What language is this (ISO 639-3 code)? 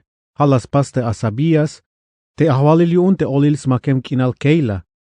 tzh